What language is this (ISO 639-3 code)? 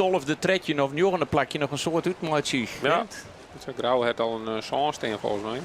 fry